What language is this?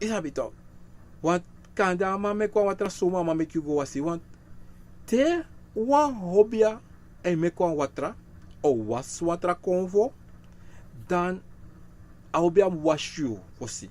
Sranan Tongo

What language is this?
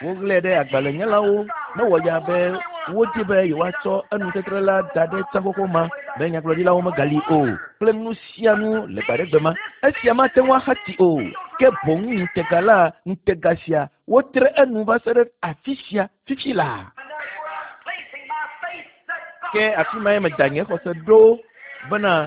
Ewe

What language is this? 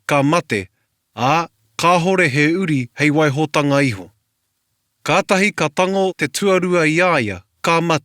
Māori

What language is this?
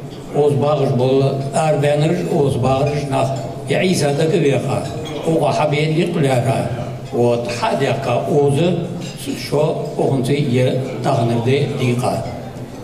Ingush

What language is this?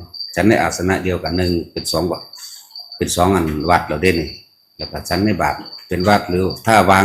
Northeastern Thai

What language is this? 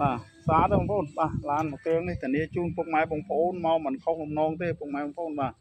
Khmer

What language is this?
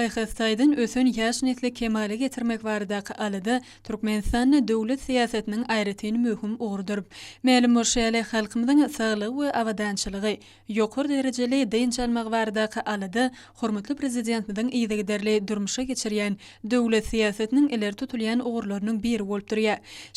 Turkmen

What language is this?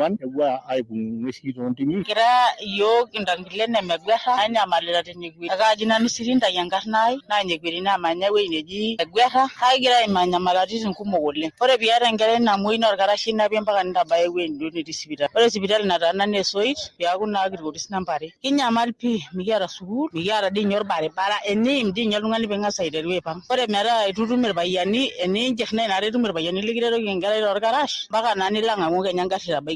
Masai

